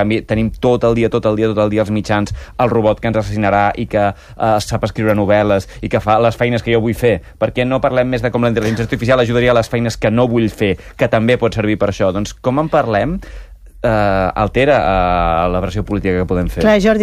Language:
Catalan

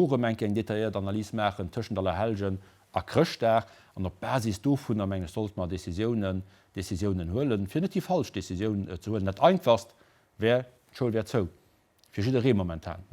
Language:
Luxembourgish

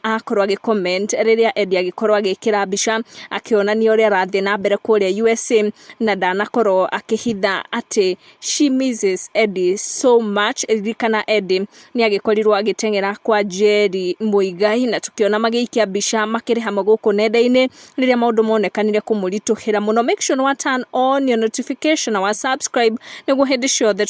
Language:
Kikuyu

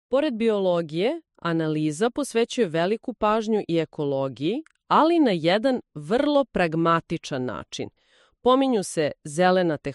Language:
Serbian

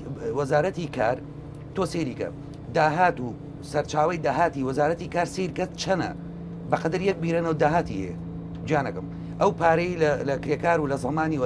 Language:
Central Kurdish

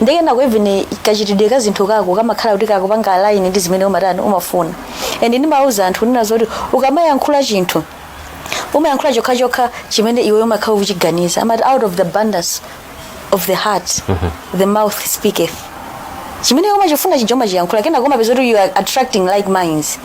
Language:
Nyanja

